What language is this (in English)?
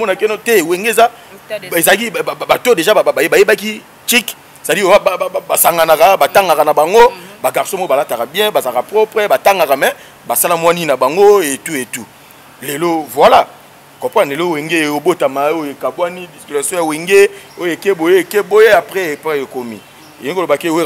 Lingala